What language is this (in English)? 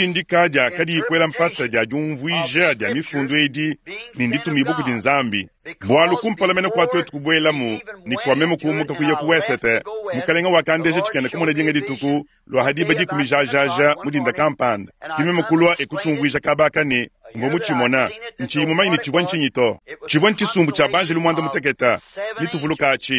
Luba-Lulua